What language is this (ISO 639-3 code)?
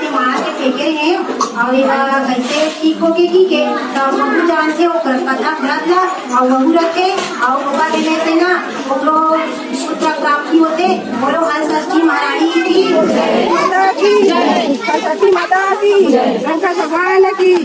hne